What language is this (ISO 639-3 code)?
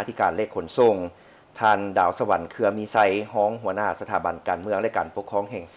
lao